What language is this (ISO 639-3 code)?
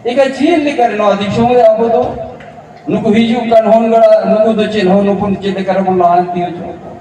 sat